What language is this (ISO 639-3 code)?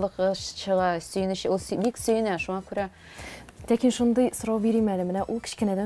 tat